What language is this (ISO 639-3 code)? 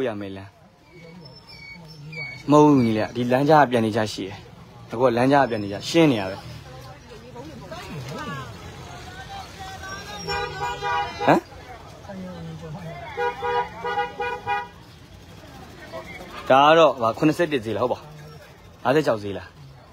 mya